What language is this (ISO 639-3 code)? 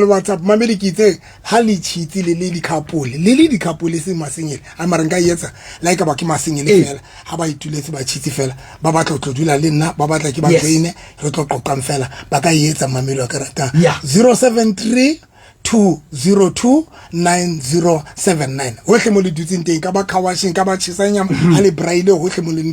sot